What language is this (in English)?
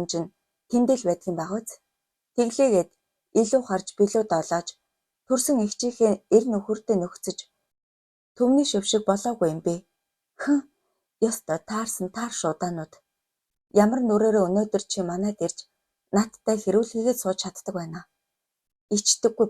Mongolian